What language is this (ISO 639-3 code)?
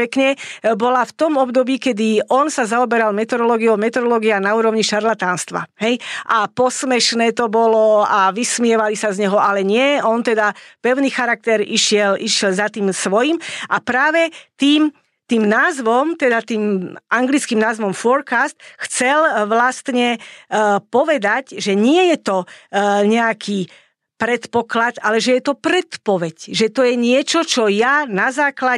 slk